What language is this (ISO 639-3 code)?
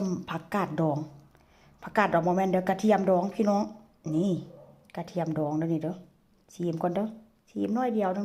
tts